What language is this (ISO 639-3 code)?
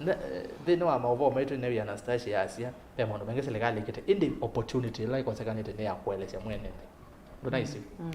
kam